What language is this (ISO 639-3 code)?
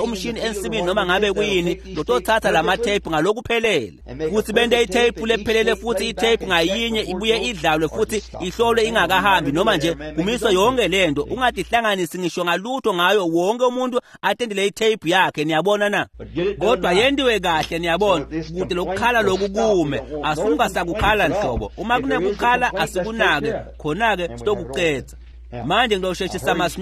ssw